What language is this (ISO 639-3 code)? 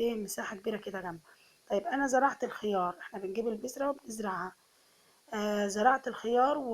arz